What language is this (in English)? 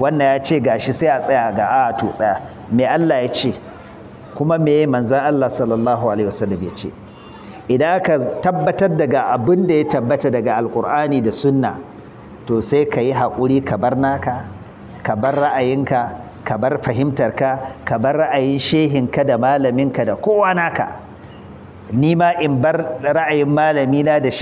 Hausa